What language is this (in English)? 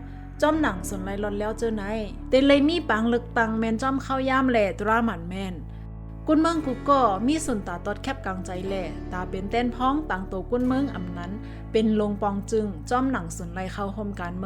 Shan